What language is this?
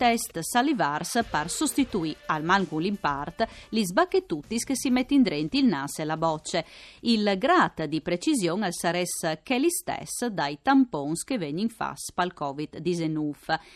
Friulian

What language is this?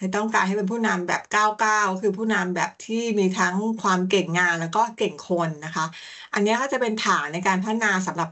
Thai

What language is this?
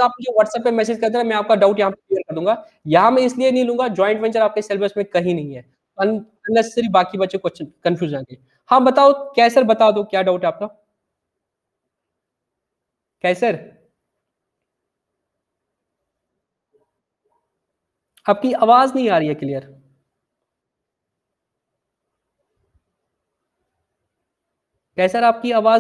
Hindi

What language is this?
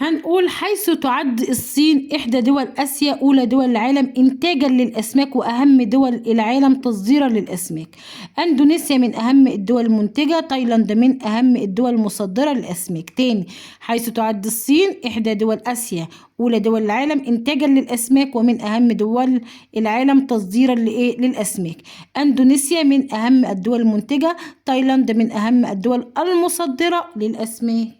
Egyptian Arabic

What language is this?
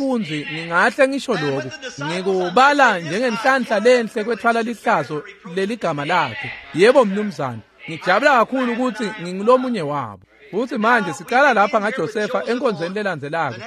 Swati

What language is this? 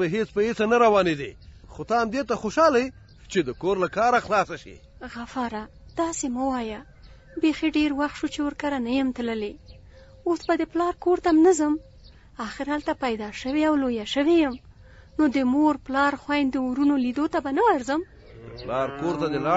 Pashto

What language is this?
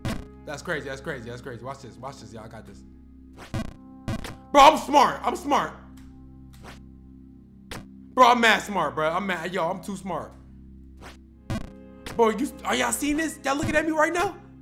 English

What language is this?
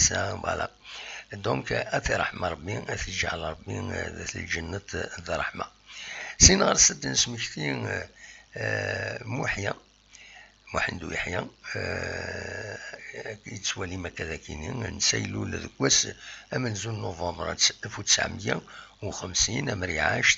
Kabyle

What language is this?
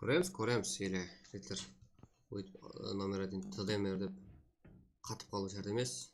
Kara-Kalpak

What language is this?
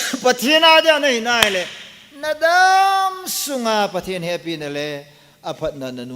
Thado Chin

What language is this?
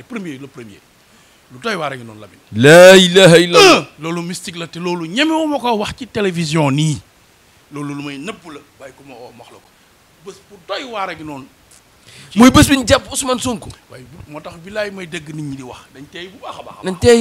Wolof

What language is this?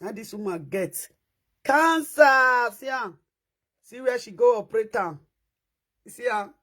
Nigerian Pidgin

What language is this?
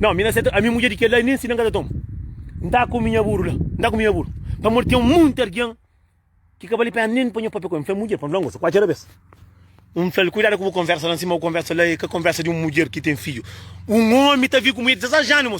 Kabuverdianu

